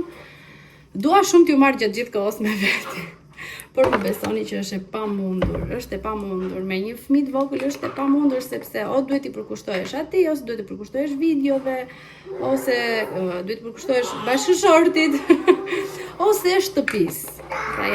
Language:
Albanian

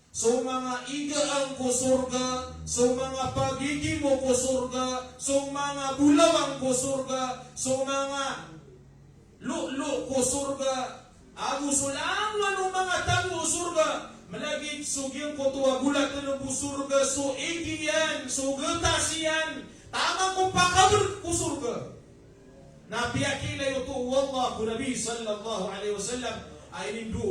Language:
Maranao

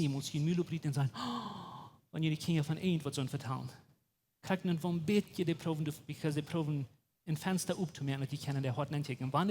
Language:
Plautdietsch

